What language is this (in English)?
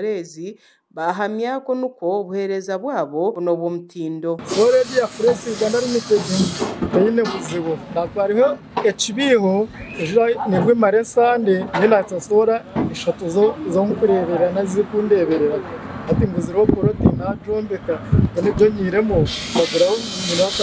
Nyankole